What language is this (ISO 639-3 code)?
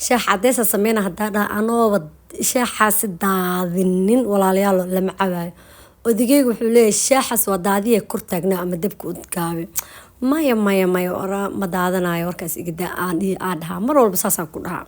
som